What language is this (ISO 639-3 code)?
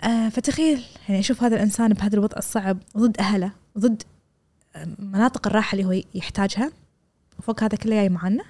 afb